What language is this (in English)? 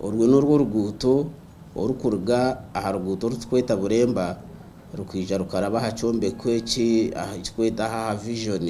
Nyankole